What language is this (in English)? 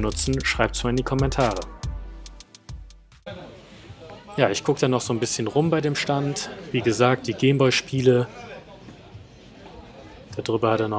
German